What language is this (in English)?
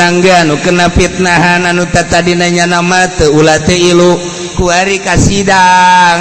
Sundanese